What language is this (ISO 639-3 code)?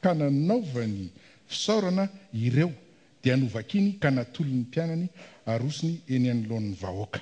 mlg